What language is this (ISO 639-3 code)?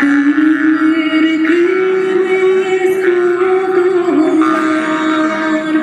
sah